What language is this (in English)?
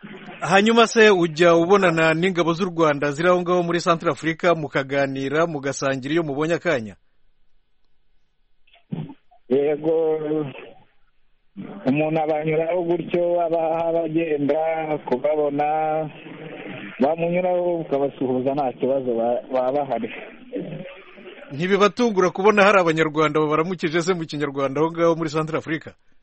Kinyarwanda